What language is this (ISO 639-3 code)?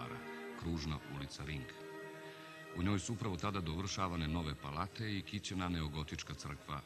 srp